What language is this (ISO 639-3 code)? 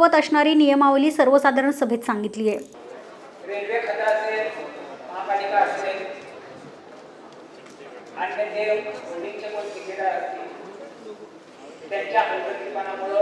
mar